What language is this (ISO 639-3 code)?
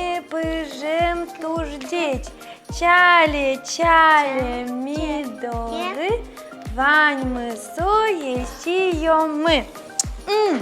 udm